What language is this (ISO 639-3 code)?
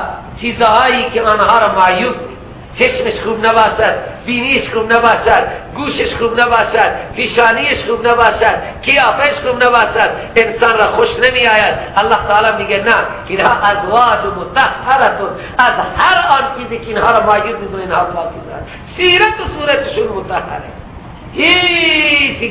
fas